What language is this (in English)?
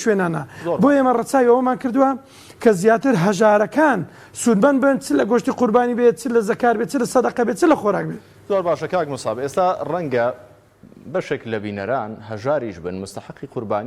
Central Kurdish